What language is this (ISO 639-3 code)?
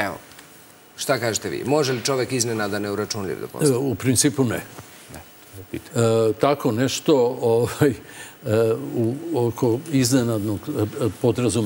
srp